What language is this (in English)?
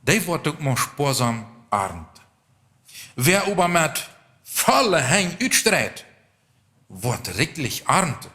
Plautdietsch